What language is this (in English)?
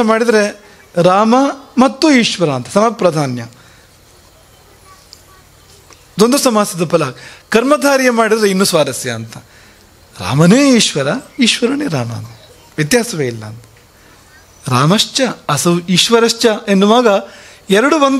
Kannada